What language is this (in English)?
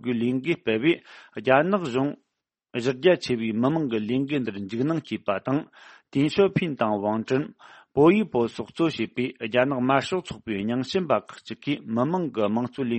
Tibetan